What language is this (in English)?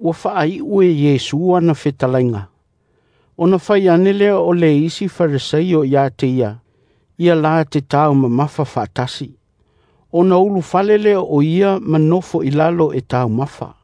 Samoan